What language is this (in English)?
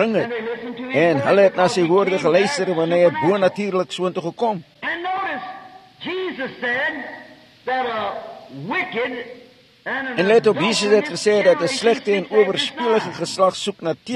Afrikaans